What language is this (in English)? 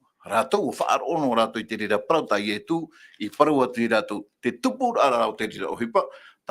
Tahitian